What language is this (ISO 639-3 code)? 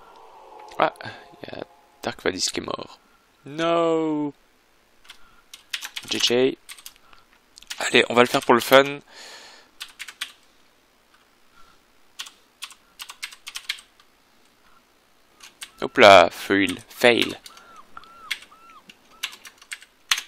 fra